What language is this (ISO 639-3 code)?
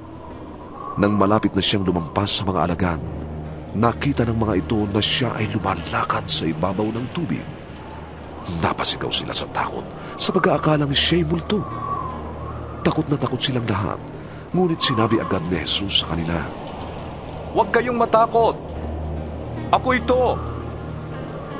fil